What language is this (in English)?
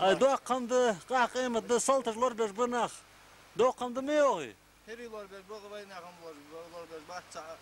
Ingush